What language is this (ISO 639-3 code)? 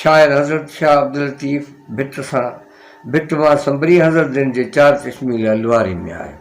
snd